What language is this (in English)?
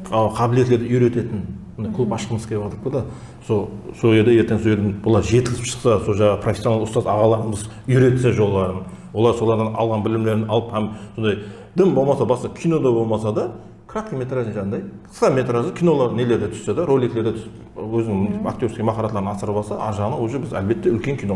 Kara-Kalpak